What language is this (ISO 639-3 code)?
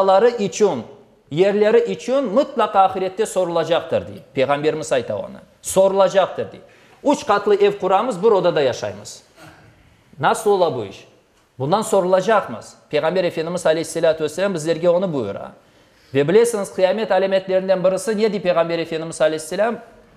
crh